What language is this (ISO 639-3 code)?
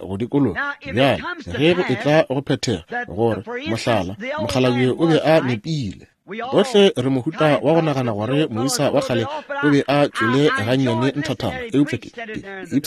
nso